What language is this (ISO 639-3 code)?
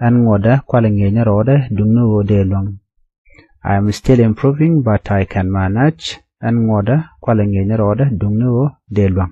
nus